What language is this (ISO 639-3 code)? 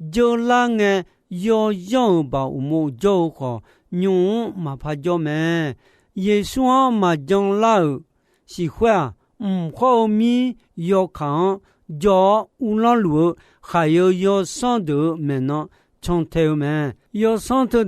ahk